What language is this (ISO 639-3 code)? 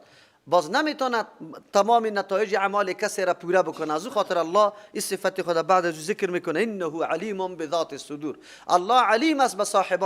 fas